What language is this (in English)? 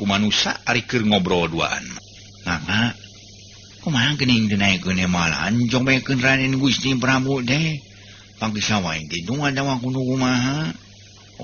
Sundanese